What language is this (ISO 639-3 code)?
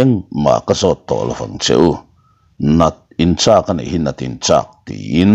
lus